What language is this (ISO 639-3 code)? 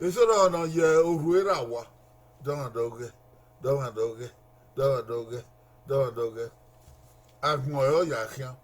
bin